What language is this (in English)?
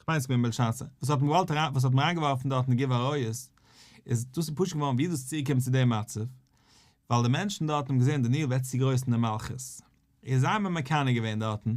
Yiddish